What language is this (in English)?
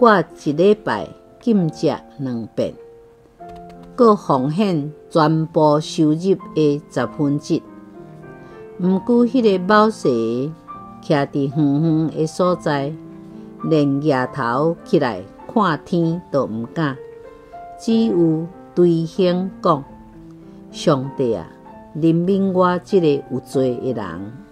Min Nan Chinese